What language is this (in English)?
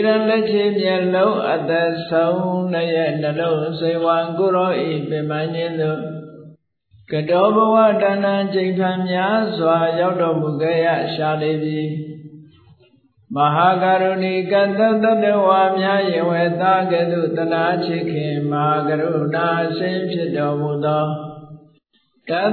Burmese